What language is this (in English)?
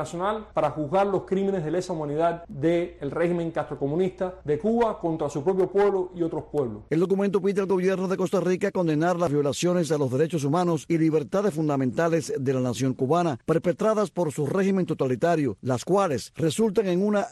Spanish